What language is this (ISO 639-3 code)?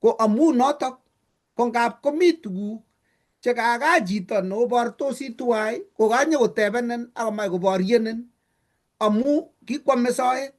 kln